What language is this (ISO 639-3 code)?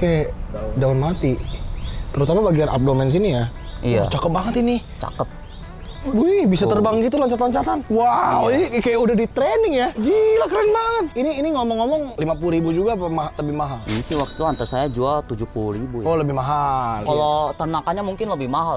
ind